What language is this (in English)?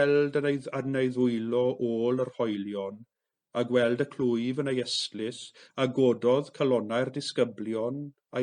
Welsh